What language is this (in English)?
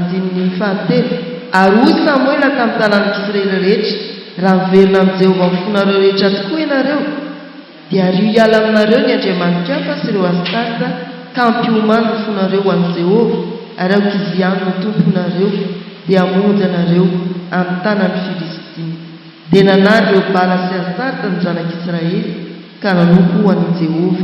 Malagasy